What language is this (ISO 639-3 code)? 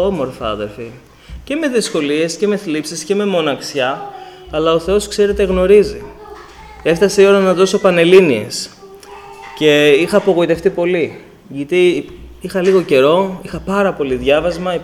ell